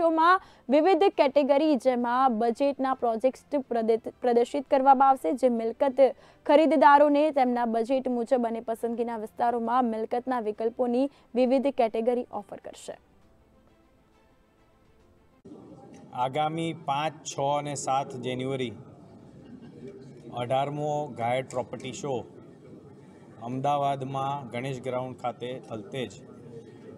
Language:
Gujarati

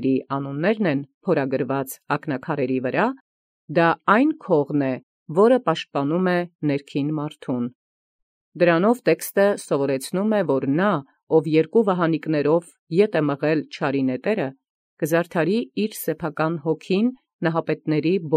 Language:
Armenian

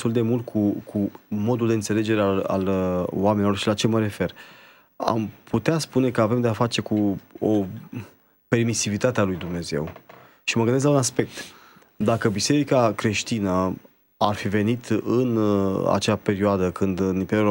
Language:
Romanian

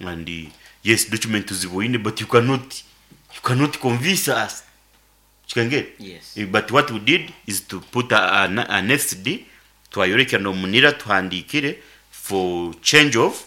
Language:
Nyankole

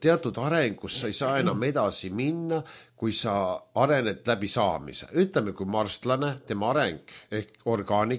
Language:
Estonian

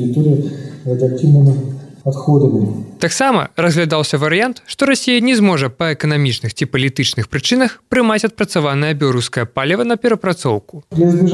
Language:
Belarusian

